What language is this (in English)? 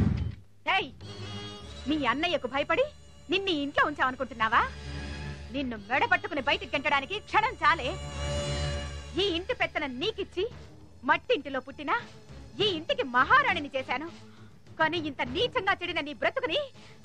Telugu